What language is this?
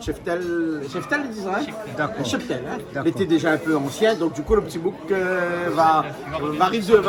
Réunion Creole French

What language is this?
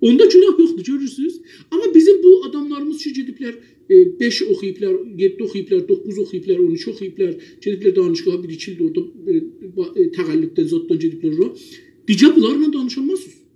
South Azerbaijani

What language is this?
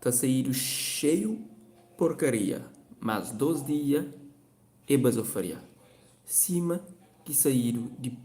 Kabuverdianu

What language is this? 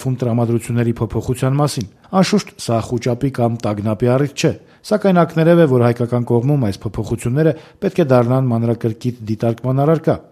Armenian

